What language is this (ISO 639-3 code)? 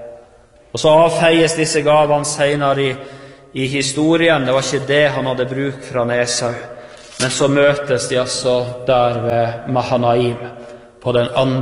nor